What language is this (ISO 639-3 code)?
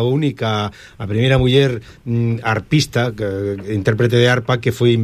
glg